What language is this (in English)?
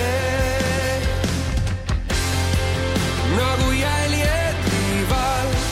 Estonian